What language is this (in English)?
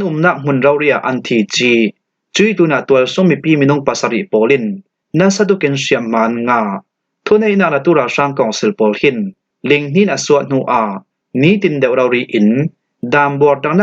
Falam Chin